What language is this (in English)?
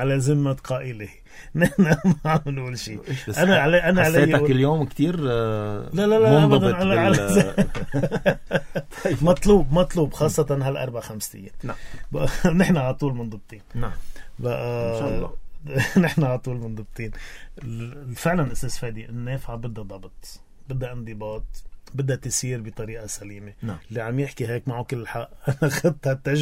North Levantine Arabic